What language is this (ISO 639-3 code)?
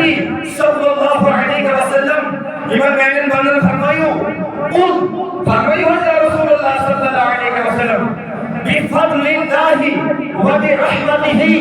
kas